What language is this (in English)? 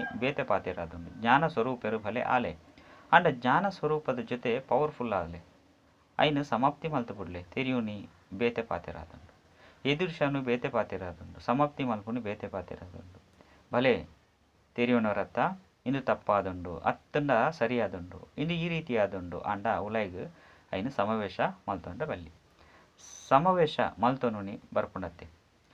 Tulu